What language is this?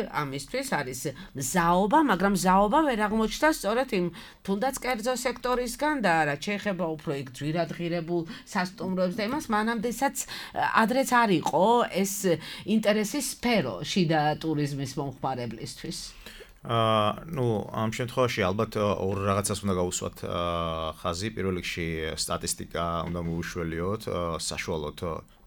Georgian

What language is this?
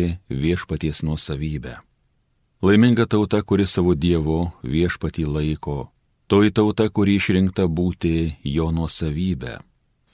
Lithuanian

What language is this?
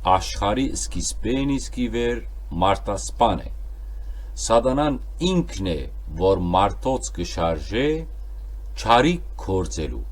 Western Armenian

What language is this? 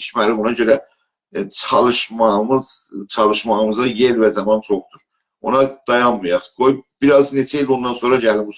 South Azerbaijani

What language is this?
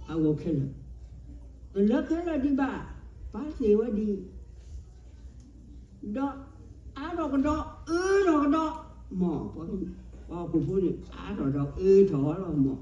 S'gaw Karen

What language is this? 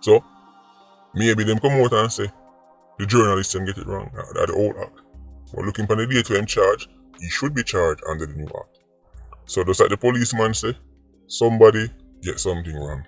Jamaican Creole English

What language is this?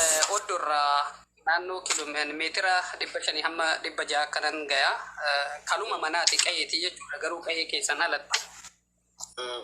Oromo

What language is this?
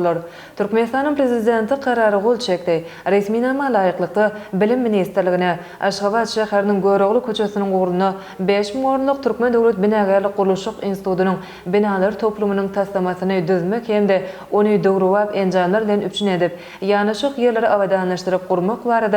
Turkmen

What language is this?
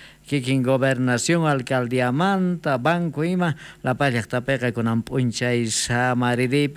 South Bolivian Quechua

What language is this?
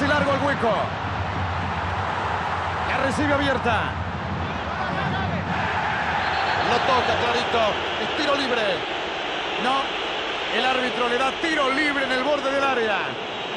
Spanish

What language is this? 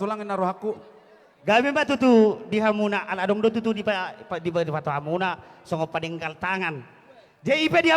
Batak Toba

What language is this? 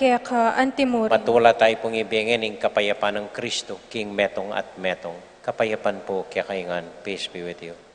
Pampanga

